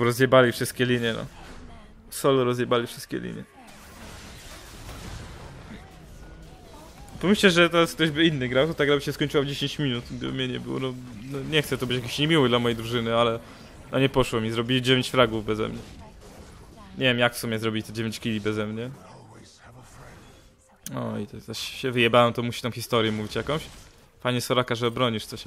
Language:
Polish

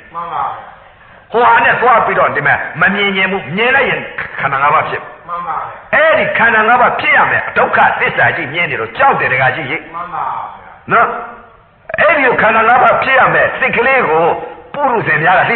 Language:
Burmese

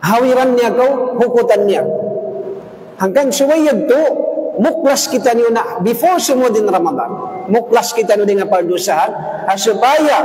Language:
Tausug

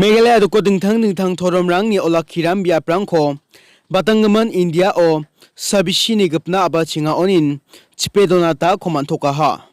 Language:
Garo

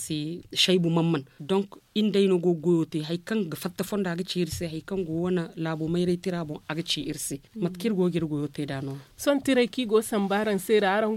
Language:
Zarma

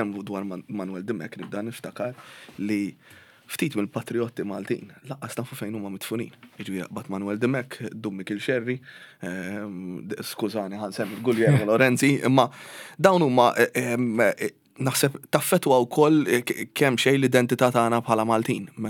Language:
Maltese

